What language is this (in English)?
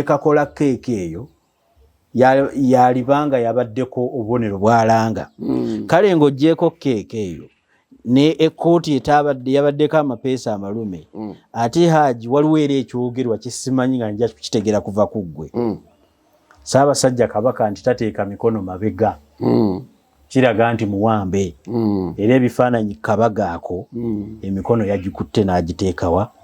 Ganda